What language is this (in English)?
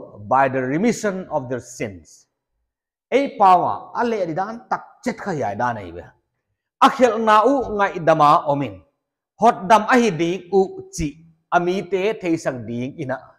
Paite Chin